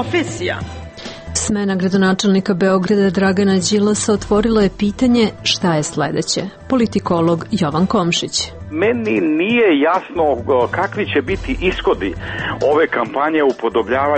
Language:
Serbian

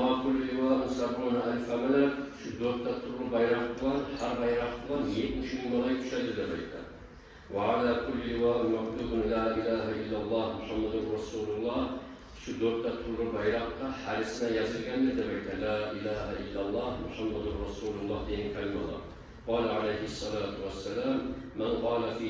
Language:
Kumyk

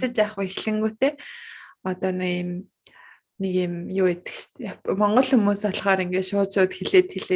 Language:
Mongolian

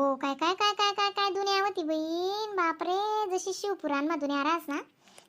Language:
Khandesi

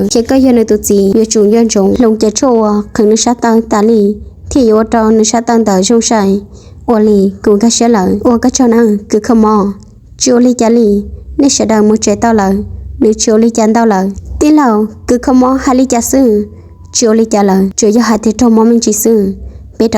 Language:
Hmong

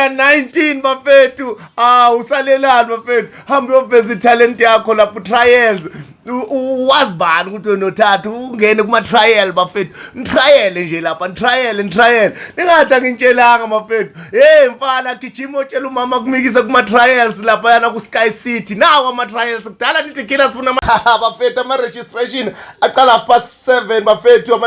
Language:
Zulu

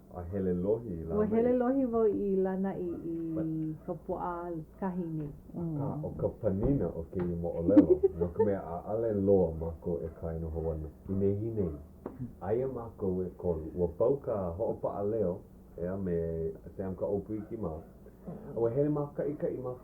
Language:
Hawaiian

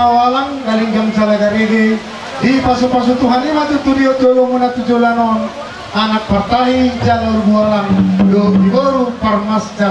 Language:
Batak Toba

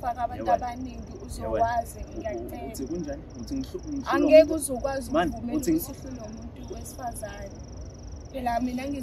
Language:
Zulu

